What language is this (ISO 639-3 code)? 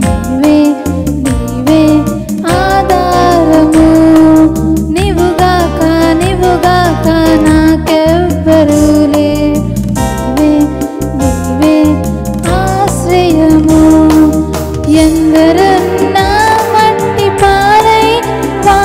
tel